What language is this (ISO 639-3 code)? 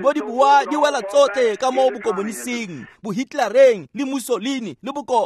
tsn